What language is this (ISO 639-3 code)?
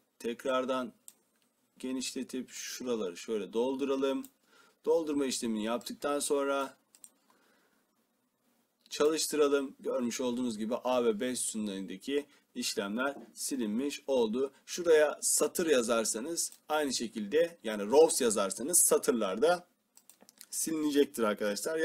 tur